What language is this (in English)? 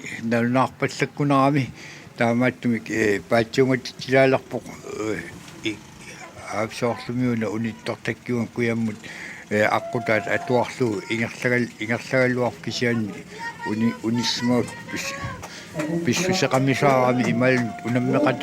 Kalaallisut